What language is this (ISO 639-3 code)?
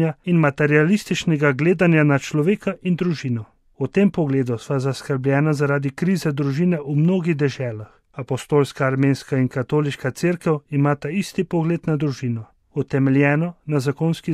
slv